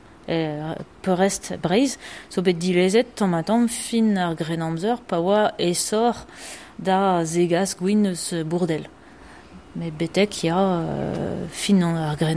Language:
Breton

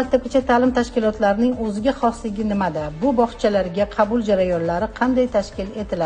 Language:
Uzbek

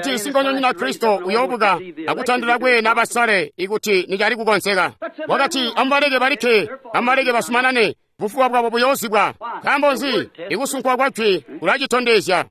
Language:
Tonga (Zambia)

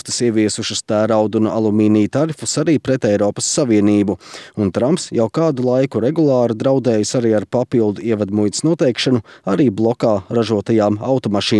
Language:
Latvian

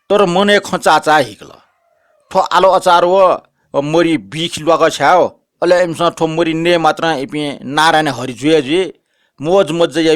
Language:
Newari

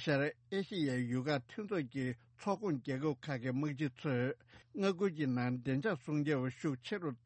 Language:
Tibetan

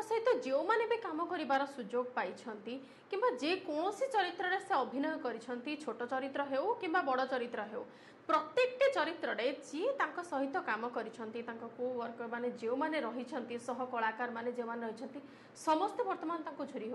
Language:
Odia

